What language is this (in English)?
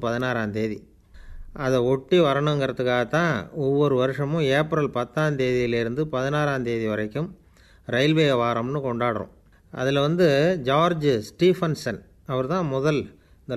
Tamil